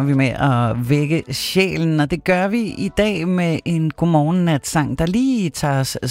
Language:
Danish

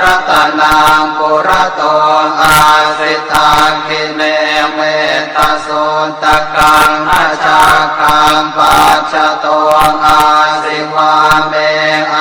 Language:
Pali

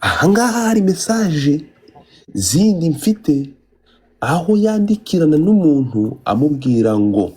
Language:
Kinyarwanda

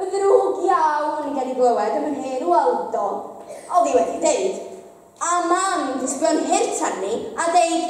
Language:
Welsh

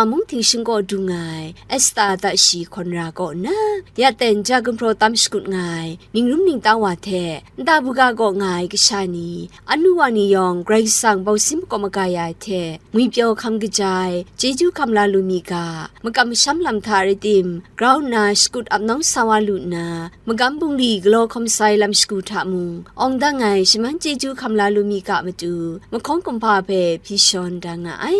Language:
Kachin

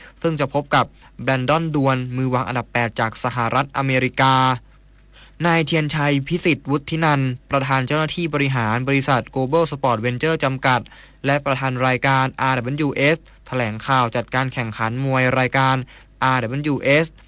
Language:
Thai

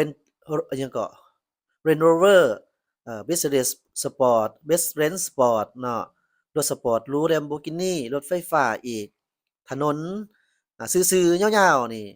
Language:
Lao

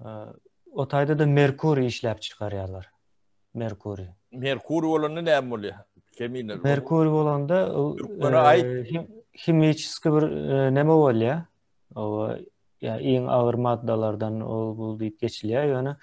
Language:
Turkmen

